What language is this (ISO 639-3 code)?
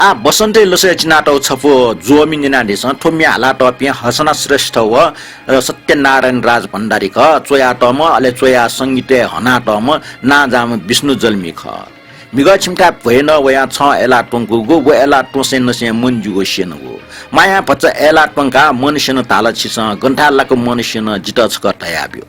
new